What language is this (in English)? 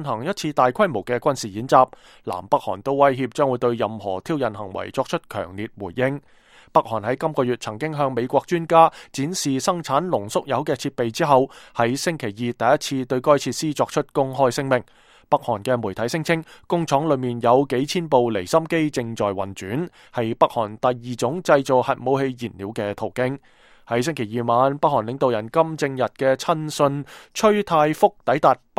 Cantonese